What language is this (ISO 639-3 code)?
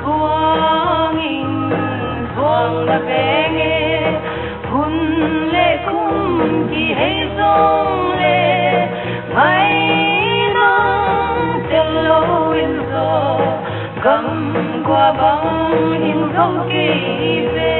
pck